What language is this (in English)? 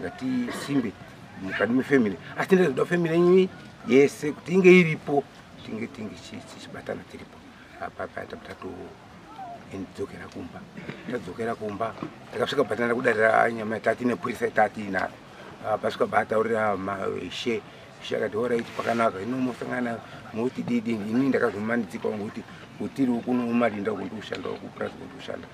Shona